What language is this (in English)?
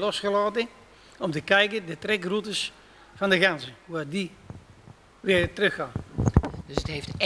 Dutch